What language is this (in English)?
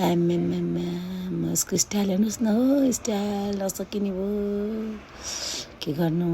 Nepali